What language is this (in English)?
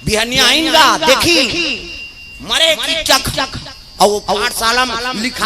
Chhattisgarhi